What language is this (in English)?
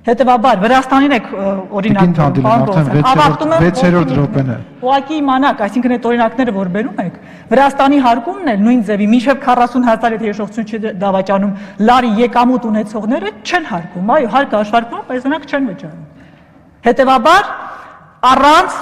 Armenian